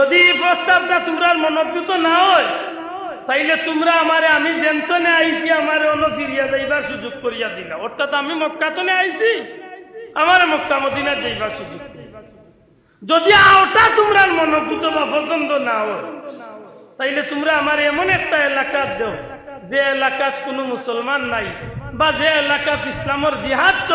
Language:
Sylheti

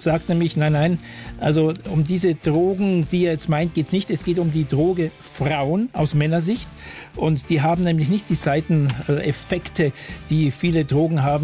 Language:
German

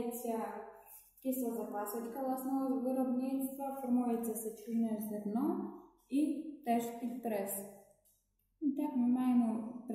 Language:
Ukrainian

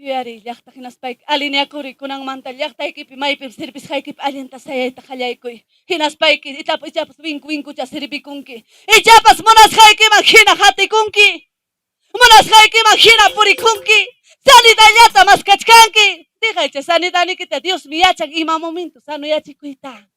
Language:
Ayacucho Quechua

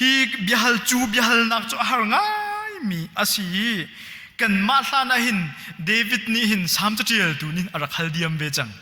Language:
Hakha Chin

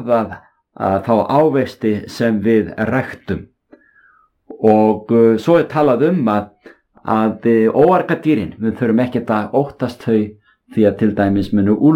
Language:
Icelandic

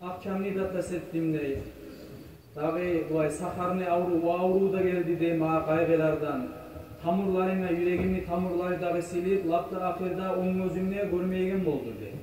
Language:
Kumyk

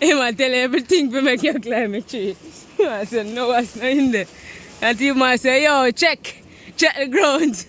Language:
Jamaican Creole English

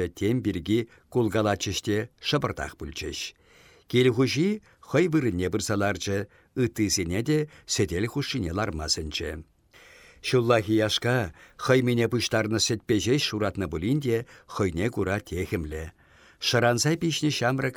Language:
Chuvash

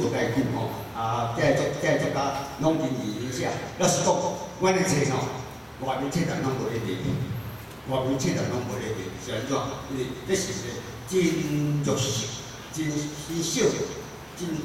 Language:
Min Nan Chinese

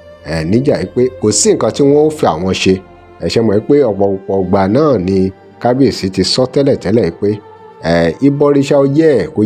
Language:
Yoruba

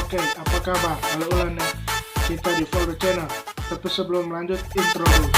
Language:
Manado Malay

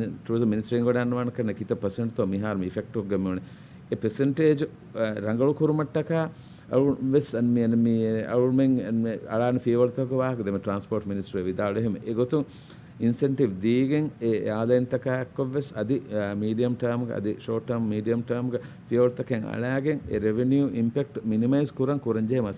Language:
Divehi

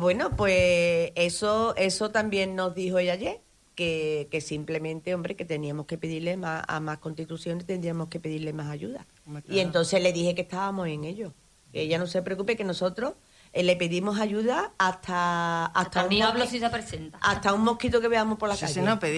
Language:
Spanish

